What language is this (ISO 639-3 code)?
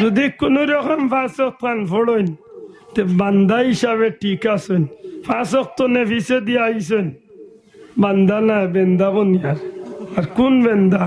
syl